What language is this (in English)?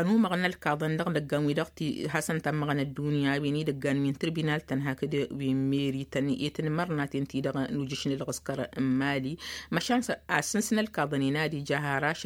Tamasheq